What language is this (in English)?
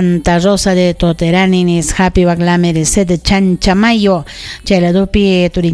Ayacucho Quechua